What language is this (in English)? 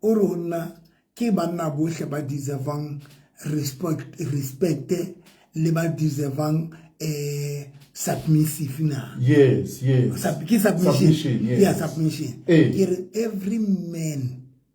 Southern Sotho